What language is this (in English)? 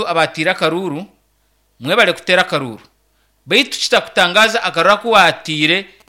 Nyankole